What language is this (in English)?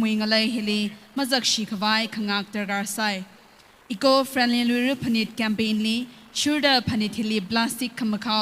Tangkhul Naga (India)